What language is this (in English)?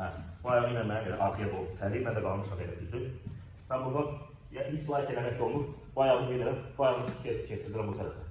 Azerbaijani